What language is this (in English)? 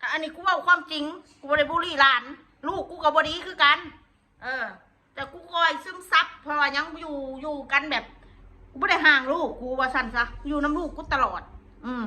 Northeastern Thai